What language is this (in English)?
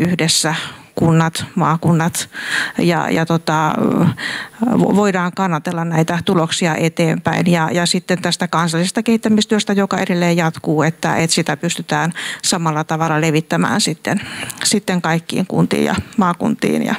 Finnish